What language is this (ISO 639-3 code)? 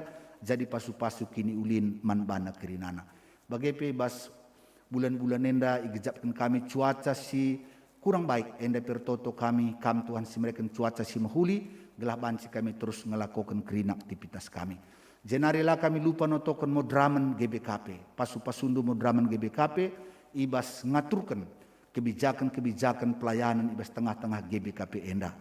btx